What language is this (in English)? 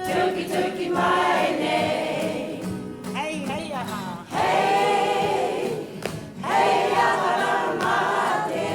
Māori